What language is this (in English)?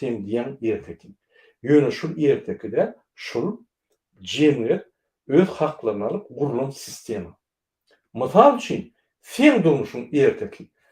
Turkmen